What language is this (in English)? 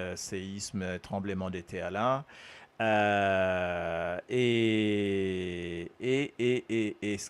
Morisyen